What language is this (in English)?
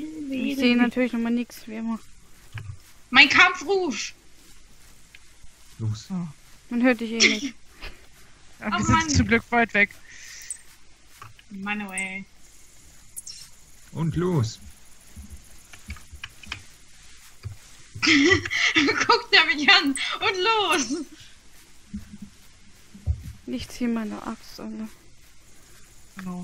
German